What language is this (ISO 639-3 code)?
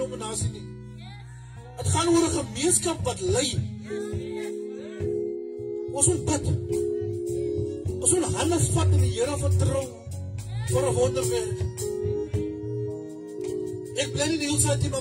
afr